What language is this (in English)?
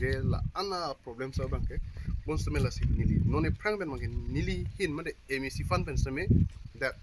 Karbi